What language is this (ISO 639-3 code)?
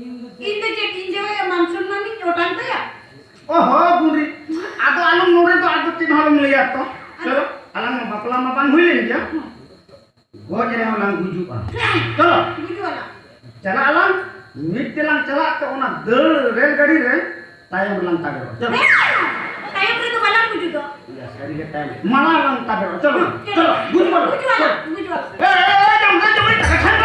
sat